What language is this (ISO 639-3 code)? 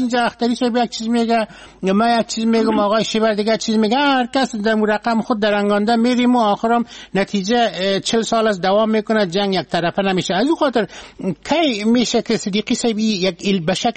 fas